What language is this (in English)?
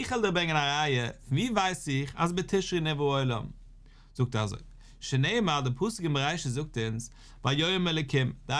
Yiddish